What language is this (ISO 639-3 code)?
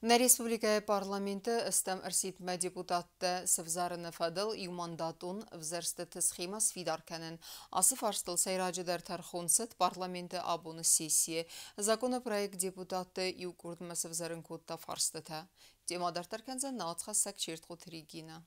oss